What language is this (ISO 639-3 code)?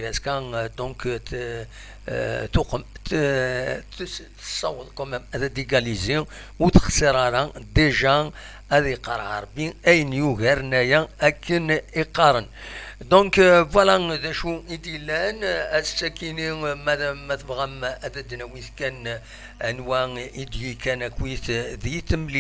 kab